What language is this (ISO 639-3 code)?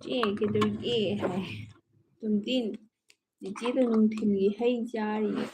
mni